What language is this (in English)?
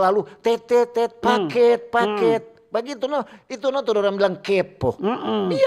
Manado Malay